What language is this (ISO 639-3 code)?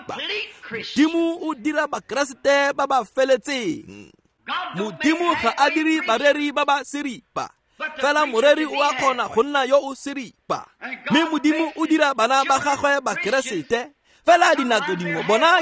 tsn